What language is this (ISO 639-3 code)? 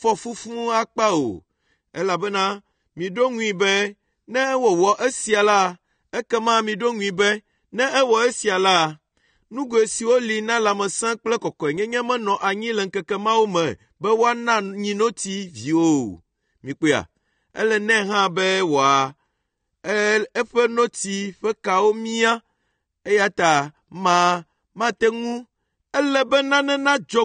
ewe